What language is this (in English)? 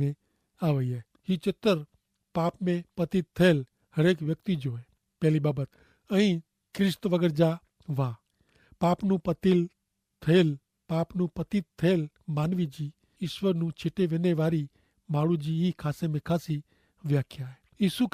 Kachhi